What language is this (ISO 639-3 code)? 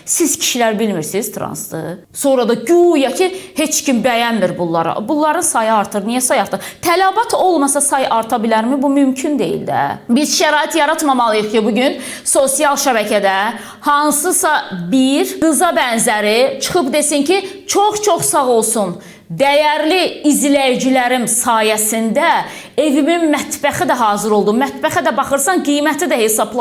aze